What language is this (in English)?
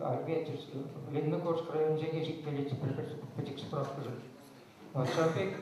Chuvash